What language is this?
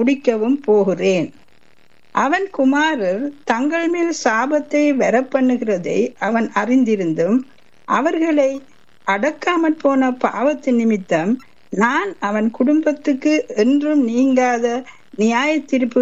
Tamil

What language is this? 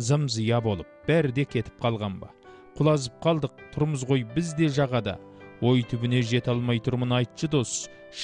Kazakh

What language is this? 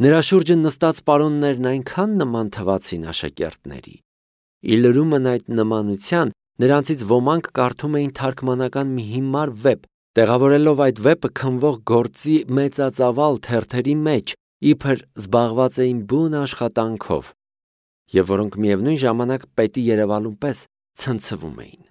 Armenian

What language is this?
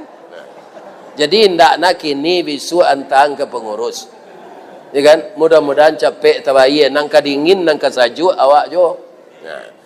Minangkabau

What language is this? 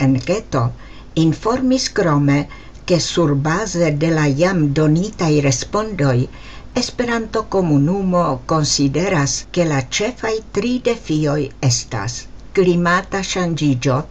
Esperanto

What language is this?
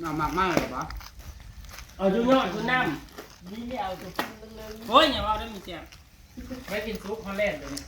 Northeastern Thai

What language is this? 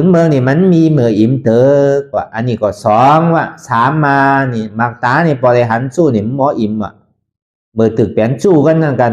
Shan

